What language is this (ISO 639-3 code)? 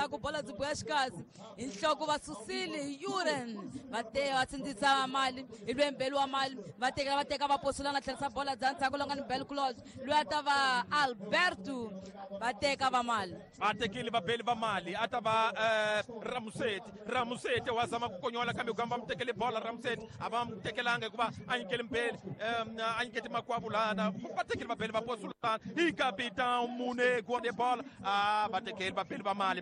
tso